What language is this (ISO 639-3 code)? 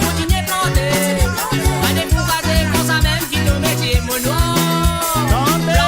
mfe